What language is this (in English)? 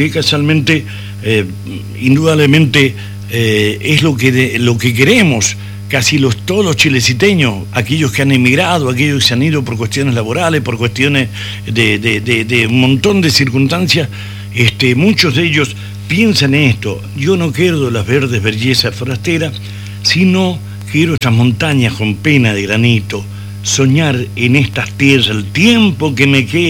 Spanish